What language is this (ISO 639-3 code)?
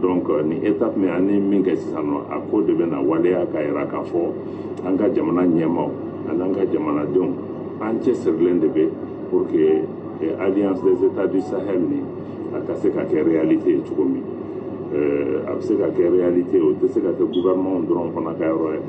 bam